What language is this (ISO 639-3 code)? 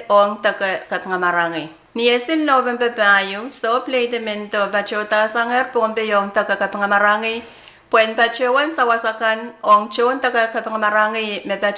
pon